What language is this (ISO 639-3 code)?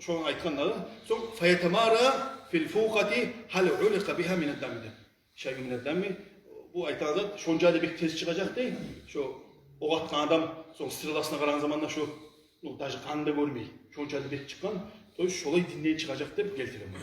kum